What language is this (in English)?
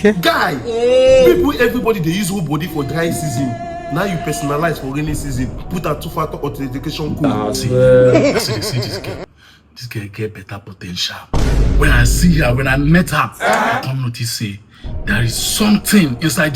Nigerian Pidgin